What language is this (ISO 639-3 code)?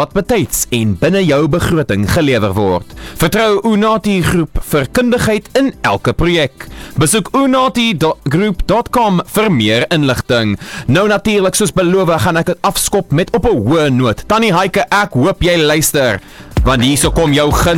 afr